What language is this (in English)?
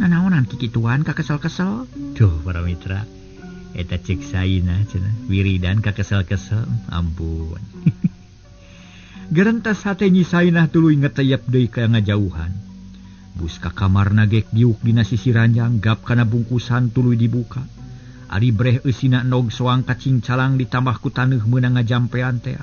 Sundanese